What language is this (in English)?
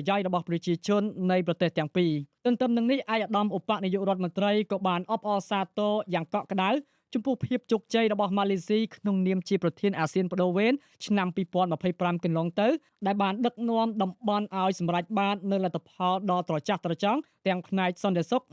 Khmer